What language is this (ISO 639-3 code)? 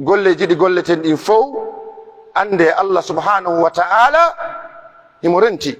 fuf